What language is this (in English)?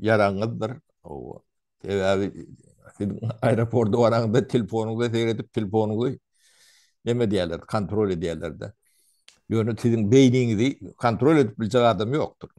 Turkmen